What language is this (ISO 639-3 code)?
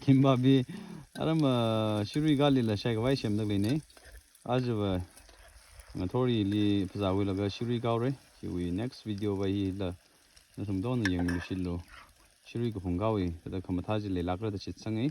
nmf